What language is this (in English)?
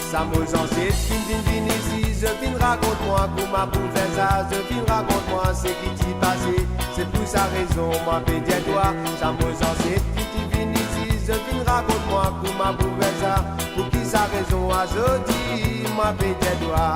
Morisyen